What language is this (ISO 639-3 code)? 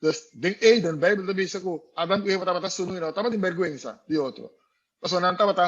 pap